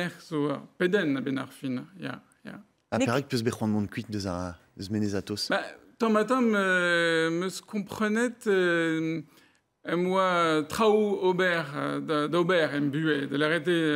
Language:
Breton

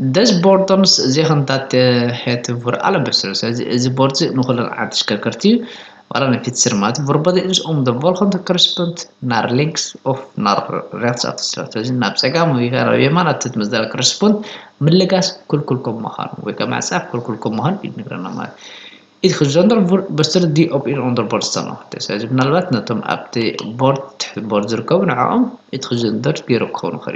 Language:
Tigrinya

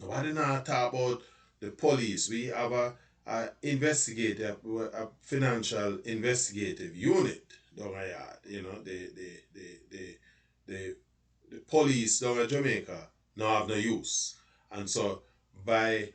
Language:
Jamaican Creole English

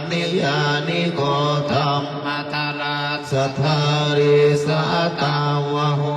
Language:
Pali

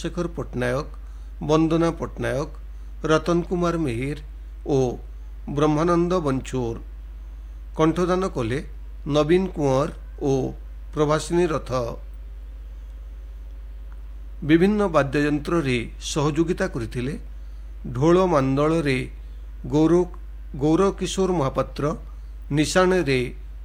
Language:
Odia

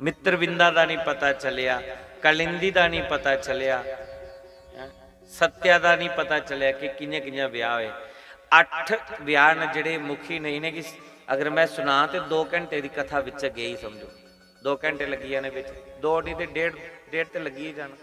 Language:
Dogri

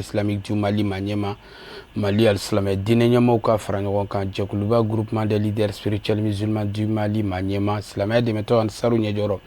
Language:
Bambara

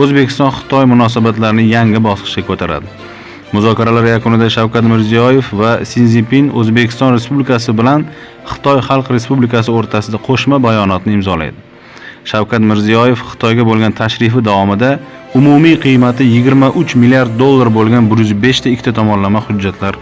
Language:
Uzbek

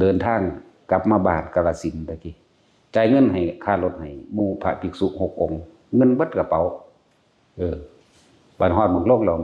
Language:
Northeastern Thai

